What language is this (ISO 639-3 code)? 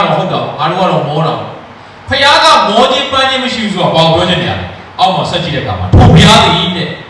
mya